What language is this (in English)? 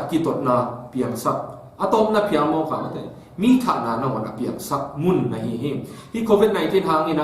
Tedim Chin